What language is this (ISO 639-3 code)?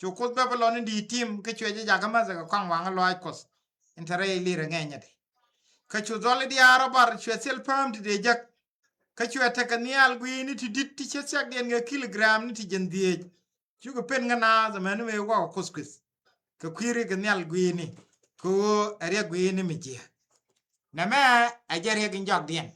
nus